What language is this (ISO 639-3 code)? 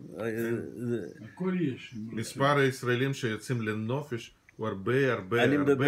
heb